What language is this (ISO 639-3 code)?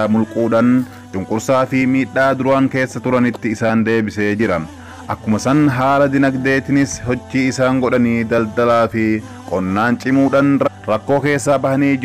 orm